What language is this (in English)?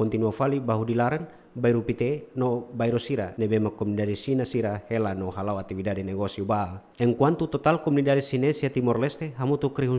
Tetum